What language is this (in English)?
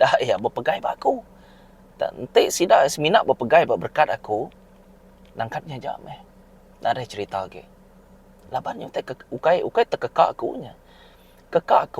Iban